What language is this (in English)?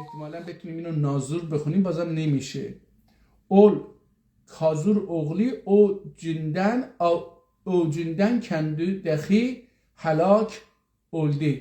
South Azerbaijani